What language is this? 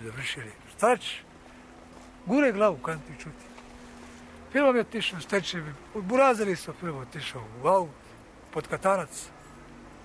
Serbian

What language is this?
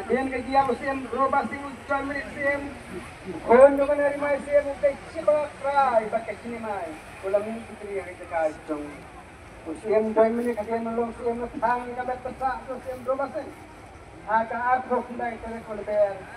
Khasi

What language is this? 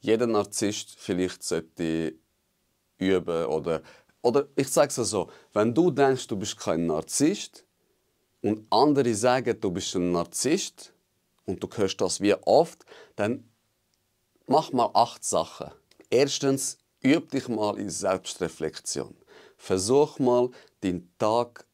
Swiss German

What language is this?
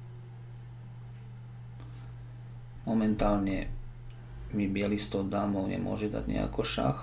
Slovak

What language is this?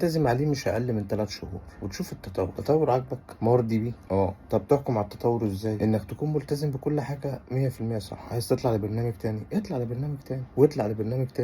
Egyptian Arabic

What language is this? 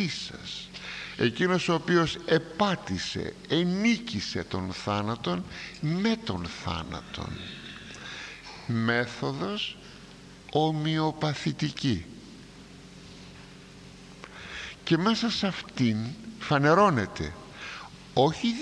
Greek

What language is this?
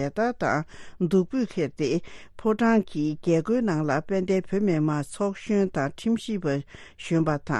Tibetan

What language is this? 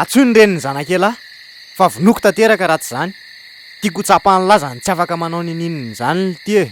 Malagasy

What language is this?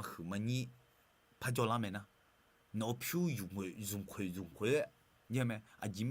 Akha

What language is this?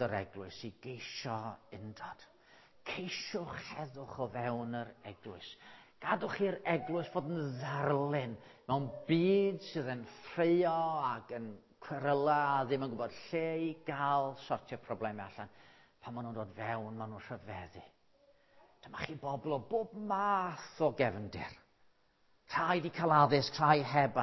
Welsh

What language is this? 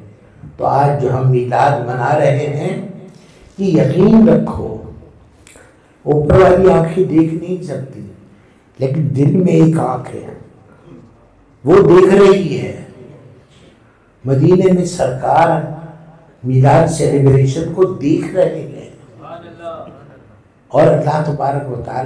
Urdu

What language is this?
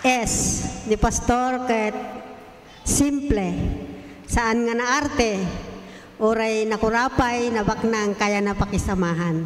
Iloko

